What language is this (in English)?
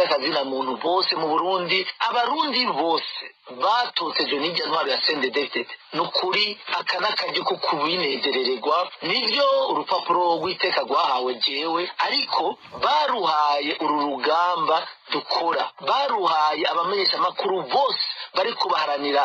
Rundi